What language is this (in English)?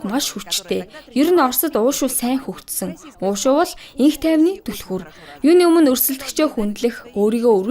Mongolian